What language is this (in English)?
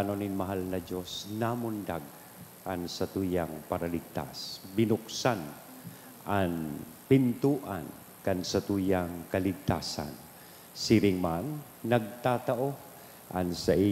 Bikol